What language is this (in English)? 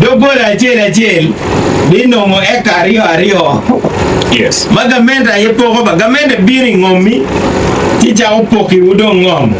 Acoli